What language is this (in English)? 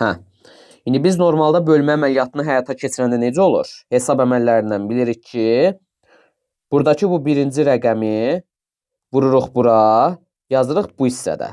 Azerbaijani